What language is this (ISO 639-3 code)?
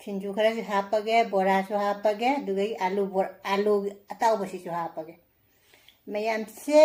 mni